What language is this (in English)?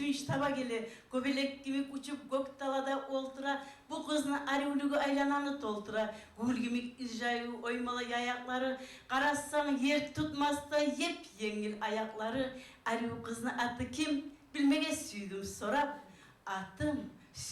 Kumyk